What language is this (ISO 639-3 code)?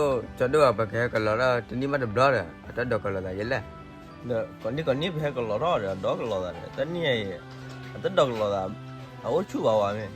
ksw